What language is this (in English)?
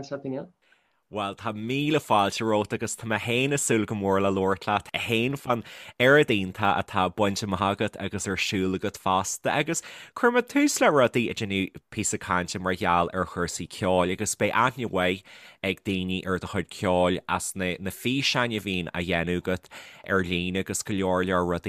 Irish